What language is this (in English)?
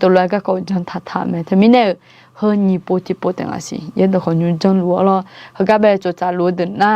Akha